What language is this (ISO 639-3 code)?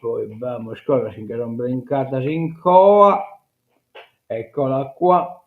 srd